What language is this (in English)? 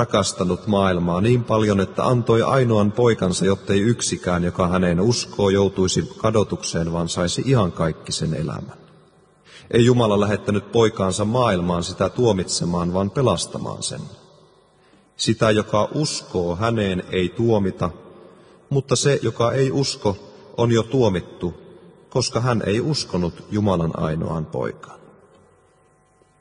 Finnish